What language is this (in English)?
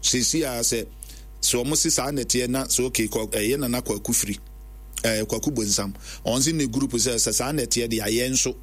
Akan